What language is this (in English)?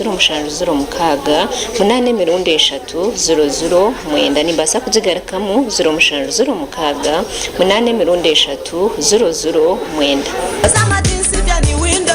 Nyankole